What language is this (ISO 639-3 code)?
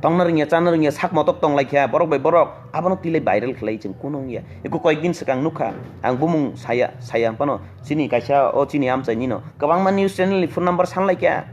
trp